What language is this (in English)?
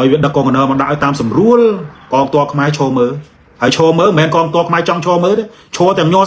Khmer